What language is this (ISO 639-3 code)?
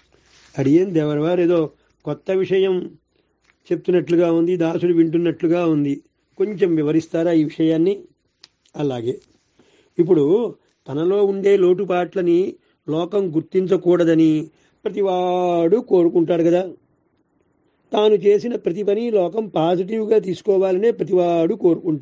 tel